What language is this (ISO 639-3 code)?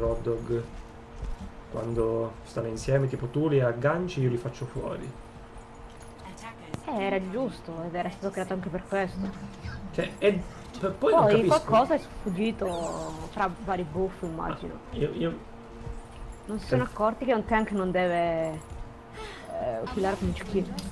ita